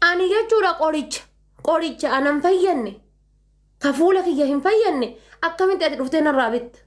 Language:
Oromo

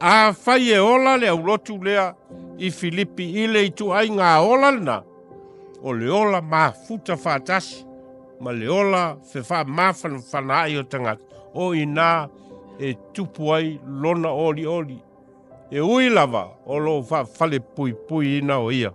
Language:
Samoan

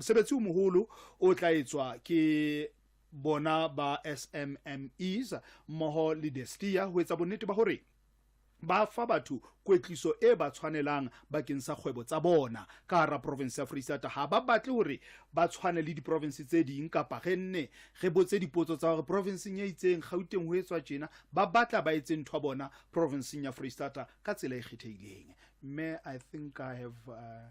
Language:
Southern Sotho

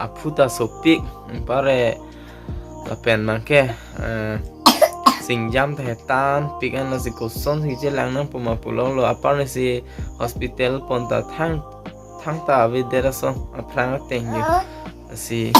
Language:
Karbi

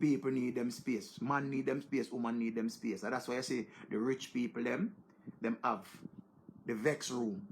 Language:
Jamaican Creole English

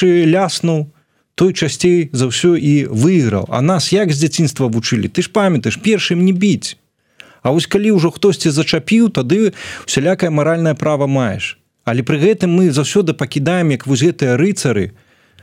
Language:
Belarusian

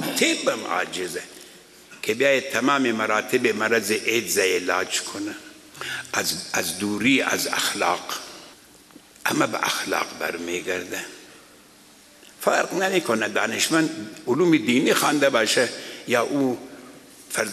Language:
Persian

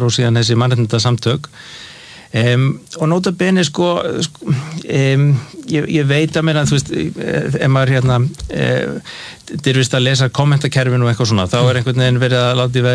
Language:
Icelandic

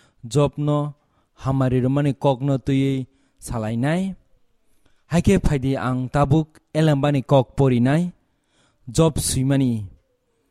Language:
Kok Borok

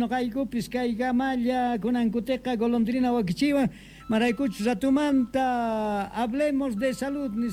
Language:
Quechua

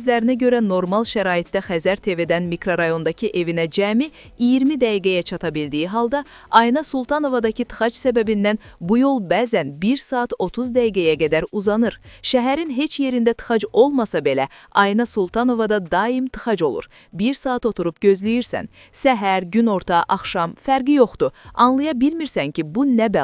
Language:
Azerbaijani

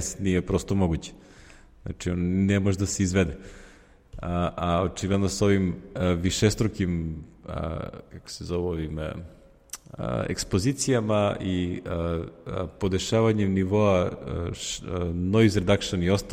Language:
Serbian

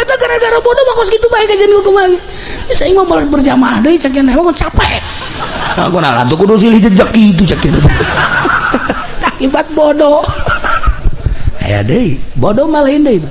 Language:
Sundanese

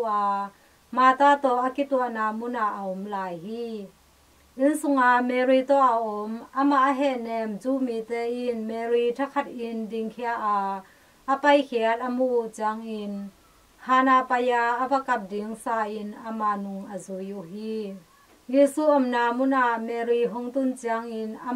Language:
Tedim Chin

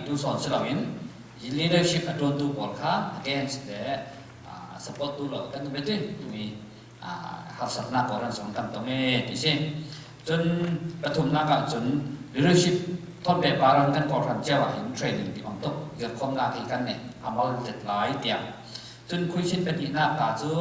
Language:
Falam Chin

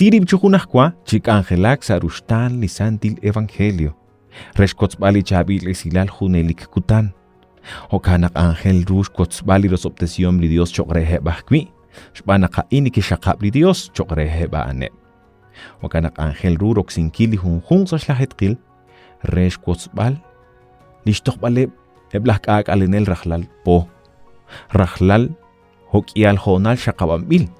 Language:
Kekchí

